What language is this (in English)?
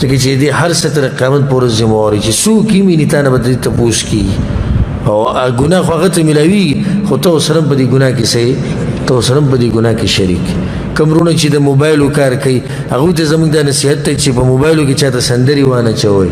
Pashto